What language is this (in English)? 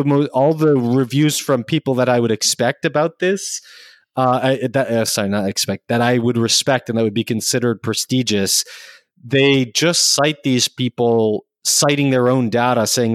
English